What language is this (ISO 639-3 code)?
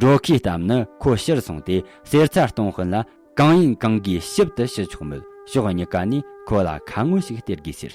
bod